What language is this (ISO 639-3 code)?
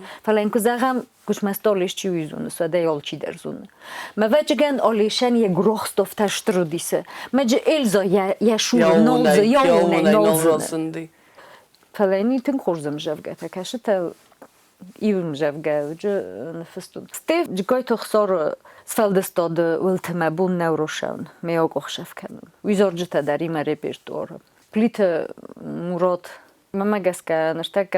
oss